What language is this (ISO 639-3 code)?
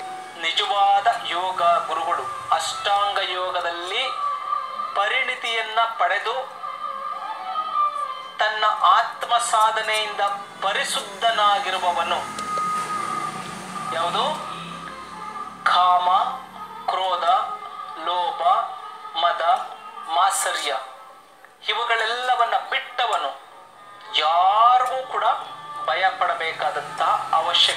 kan